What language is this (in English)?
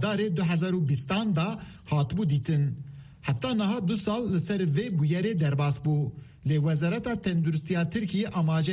Kurdish